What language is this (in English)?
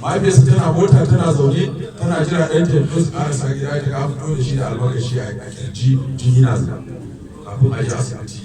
Hausa